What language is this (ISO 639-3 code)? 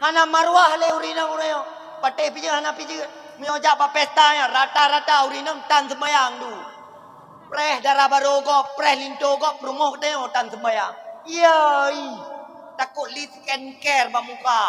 ace